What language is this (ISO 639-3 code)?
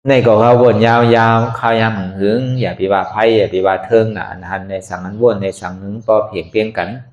shn